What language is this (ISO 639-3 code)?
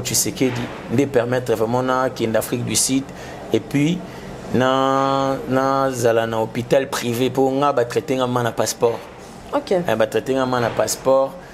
lin